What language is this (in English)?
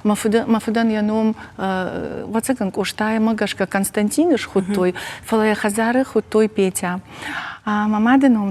Ossetic